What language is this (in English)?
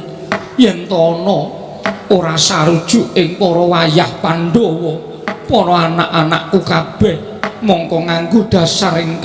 Javanese